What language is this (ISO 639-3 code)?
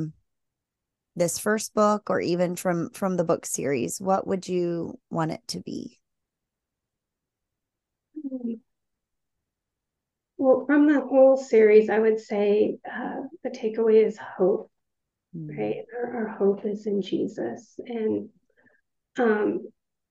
eng